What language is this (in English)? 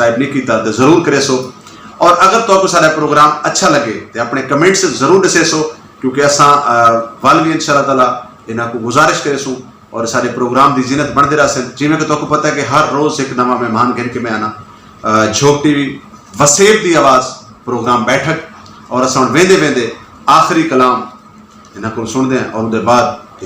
Saraiki